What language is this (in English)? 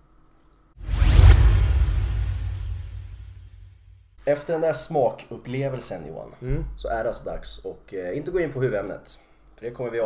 Swedish